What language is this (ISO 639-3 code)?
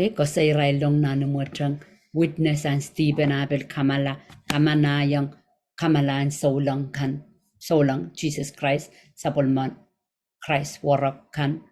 pon